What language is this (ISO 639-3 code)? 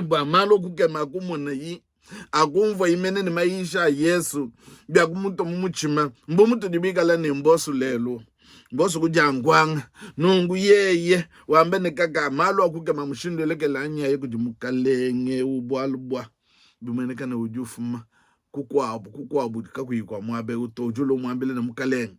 lua